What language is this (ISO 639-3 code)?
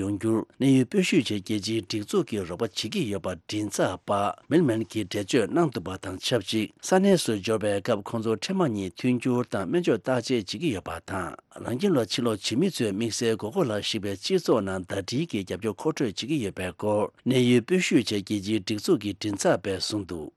bod